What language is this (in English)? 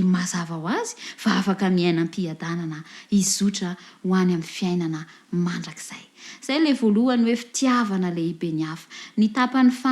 Malagasy